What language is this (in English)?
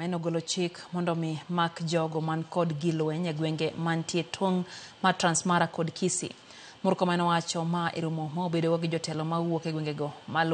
Luo (Kenya and Tanzania)